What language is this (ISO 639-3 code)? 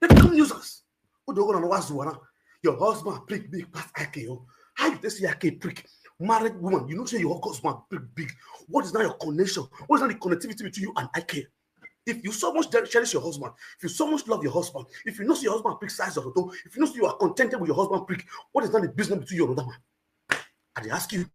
pcm